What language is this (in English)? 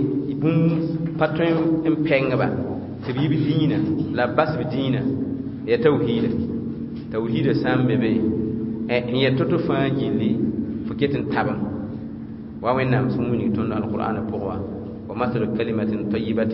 Mossi